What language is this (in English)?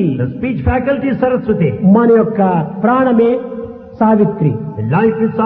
Telugu